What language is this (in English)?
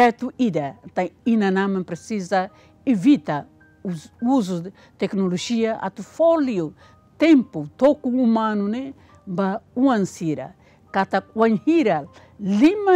Tetum